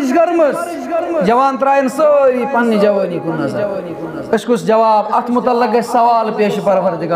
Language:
Kashmiri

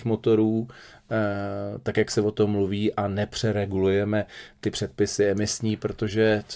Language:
Czech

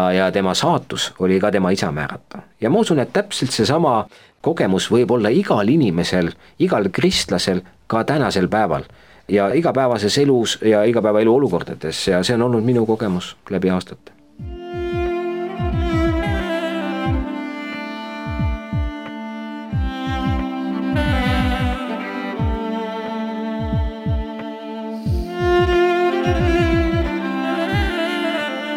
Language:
Estonian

